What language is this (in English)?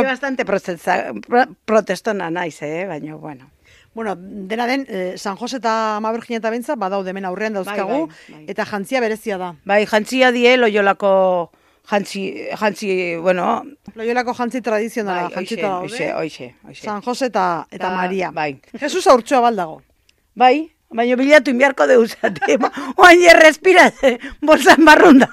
Basque